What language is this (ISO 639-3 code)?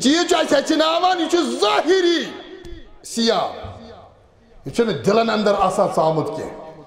kas